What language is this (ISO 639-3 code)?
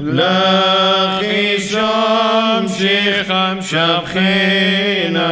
syc